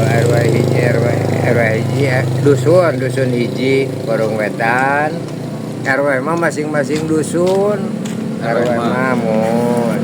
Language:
Sundanese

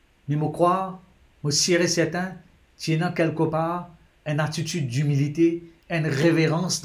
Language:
Morisyen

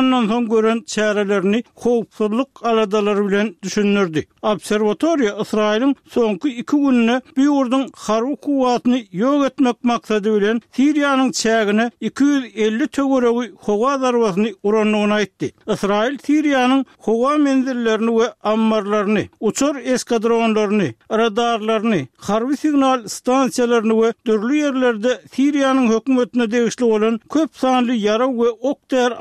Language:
Turkmen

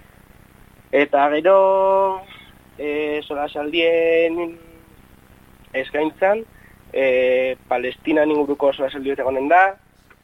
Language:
Basque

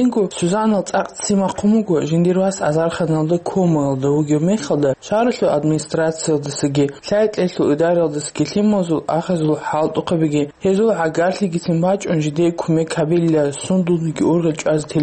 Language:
Avaric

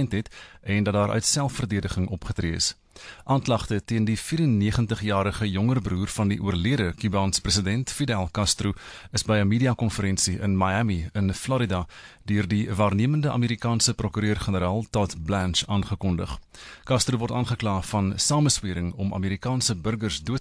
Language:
Afrikaans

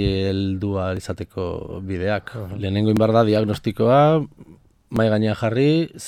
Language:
Basque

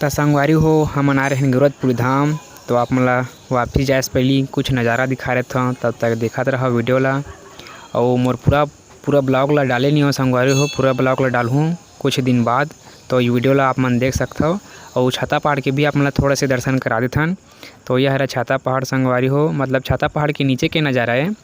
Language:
Chhattisgarhi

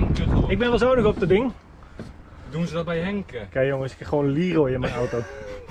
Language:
Dutch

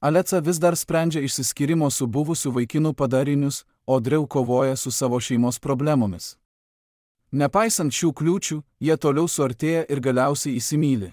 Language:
Lithuanian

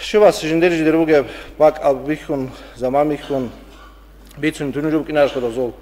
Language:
Avaric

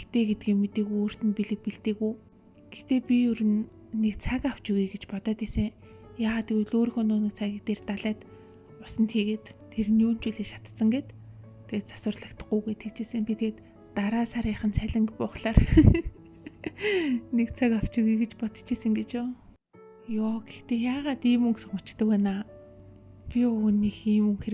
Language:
Mongolian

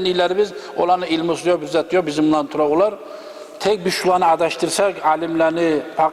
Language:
Kumyk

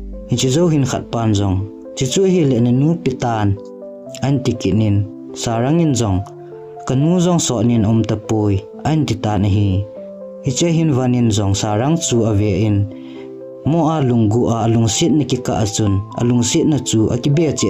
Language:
Thado Chin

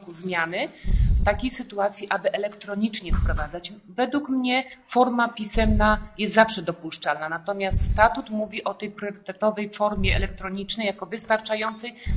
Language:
Polish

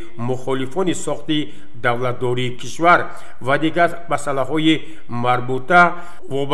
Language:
Tajik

